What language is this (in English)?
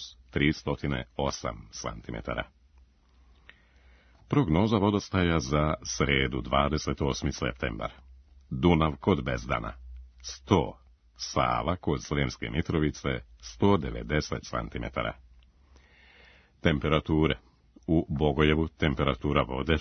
Serbian